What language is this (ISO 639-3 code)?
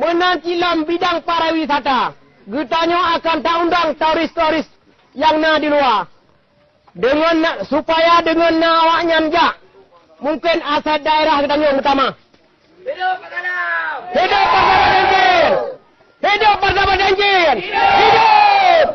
ace